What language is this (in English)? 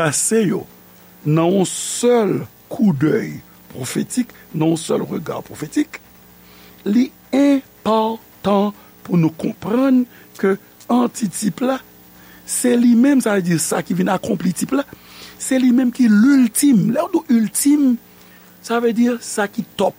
Haitian Creole